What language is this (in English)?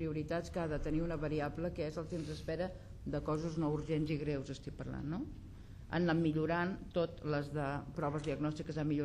Catalan